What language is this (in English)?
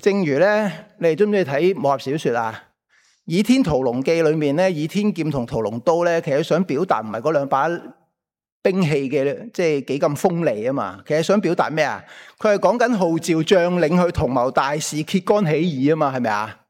Cantonese